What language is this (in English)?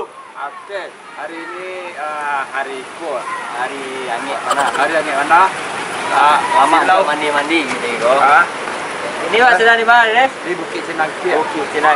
Minangkabau